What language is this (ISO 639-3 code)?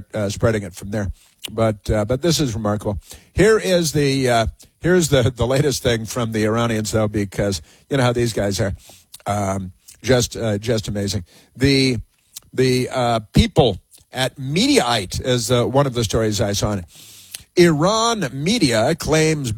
eng